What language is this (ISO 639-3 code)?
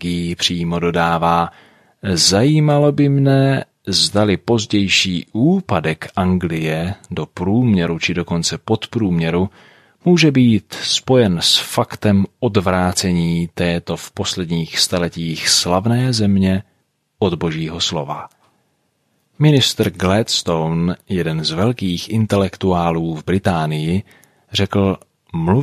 ces